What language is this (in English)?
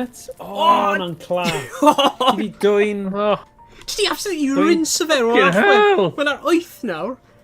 Welsh